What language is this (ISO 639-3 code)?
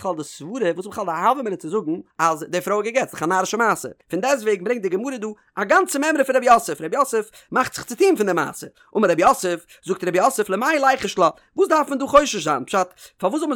yid